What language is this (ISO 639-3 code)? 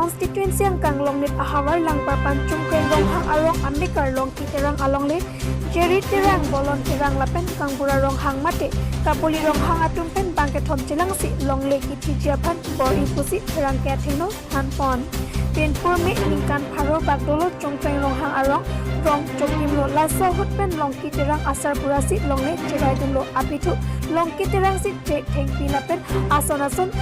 mjw